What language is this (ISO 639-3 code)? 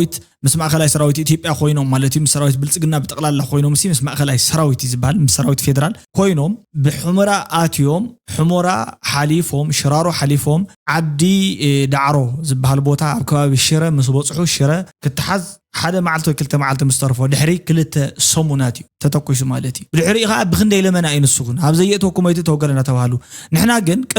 tir